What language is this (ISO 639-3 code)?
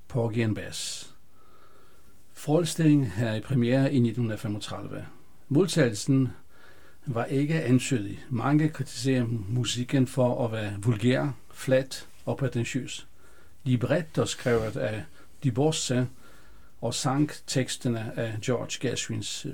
dan